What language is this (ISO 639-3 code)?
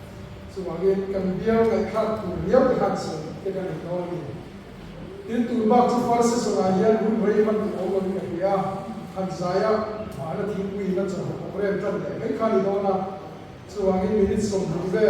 lus